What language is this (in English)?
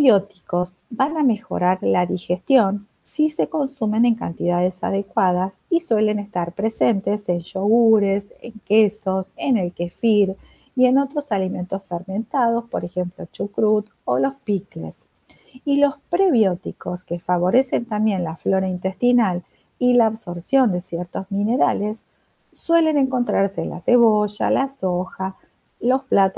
Spanish